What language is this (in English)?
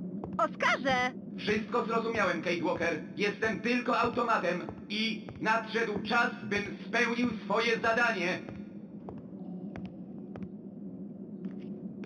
Polish